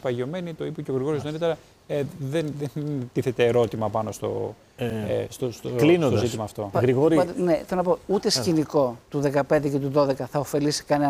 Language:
Greek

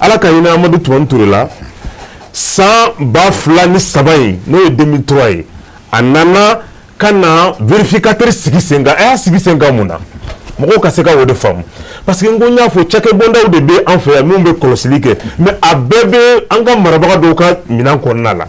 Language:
Bambara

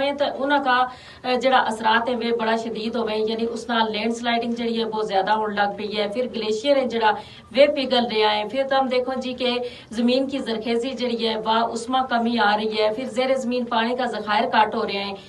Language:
Gujari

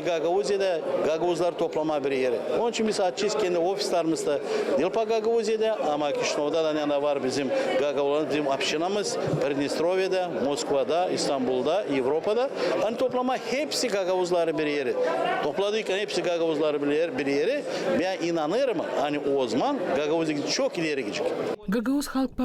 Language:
Gagauz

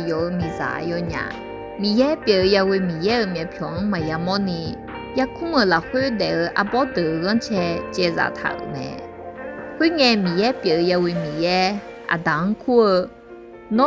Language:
Akha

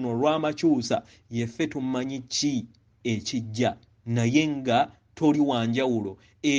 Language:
Ganda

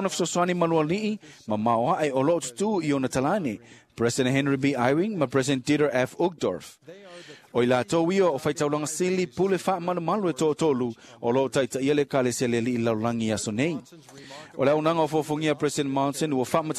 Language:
Samoan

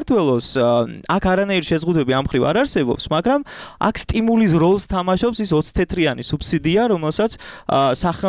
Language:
Georgian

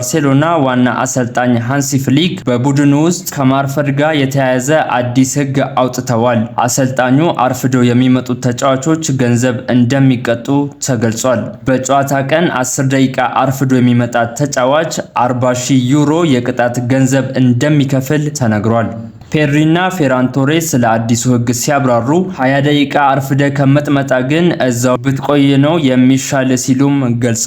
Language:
Amharic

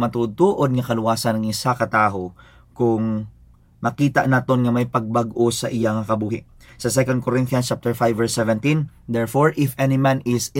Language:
Hiligaynon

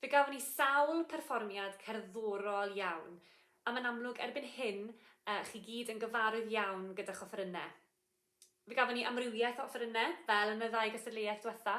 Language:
Welsh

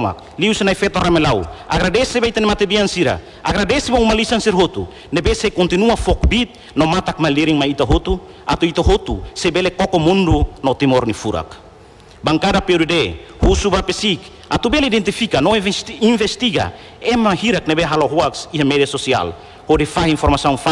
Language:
Tetum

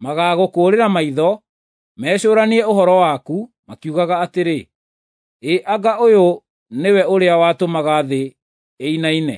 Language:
Kikuyu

